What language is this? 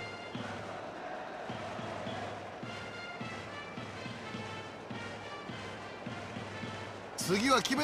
Japanese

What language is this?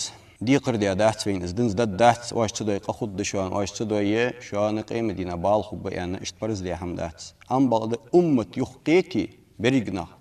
Ingush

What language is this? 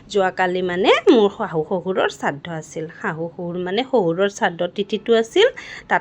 Assamese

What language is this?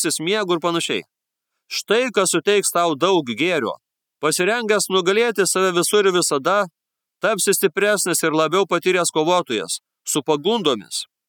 Lithuanian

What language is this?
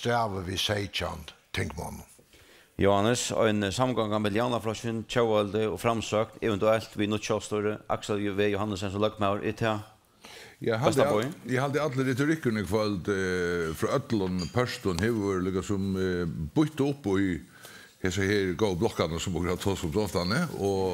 Faroese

